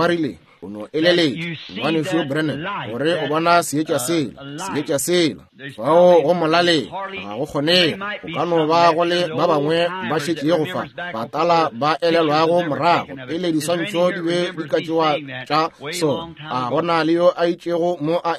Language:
Northern Sotho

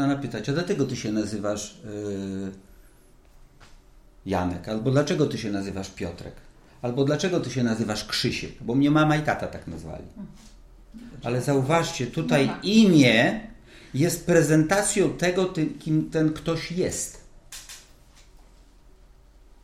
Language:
Polish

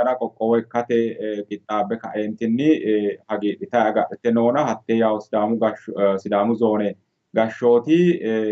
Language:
Sidamo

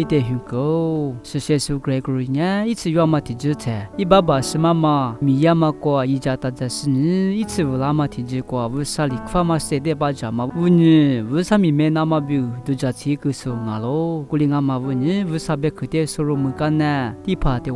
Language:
Lisu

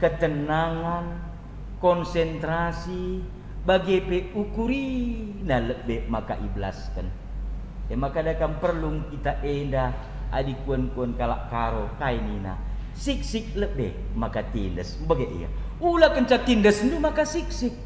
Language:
Batak Karo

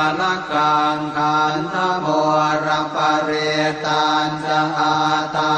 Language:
Pali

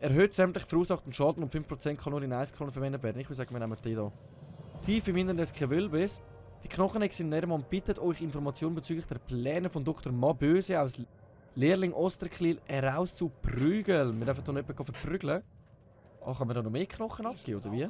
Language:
Swiss German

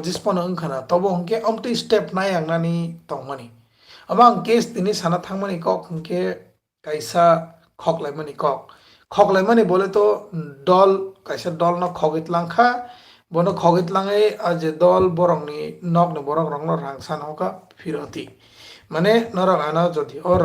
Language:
Kok Borok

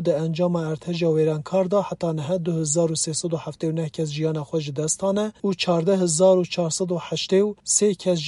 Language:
Kurdish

